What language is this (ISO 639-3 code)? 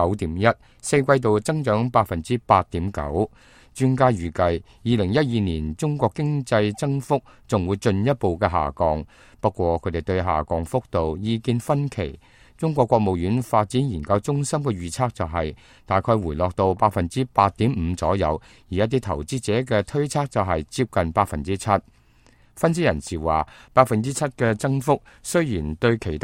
yue